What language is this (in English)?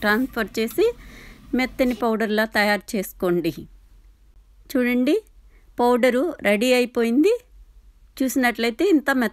Telugu